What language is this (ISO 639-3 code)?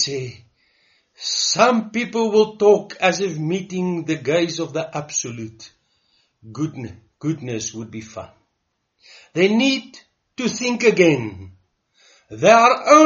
afr